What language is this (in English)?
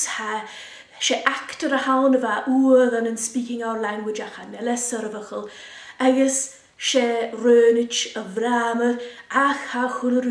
Scottish Gaelic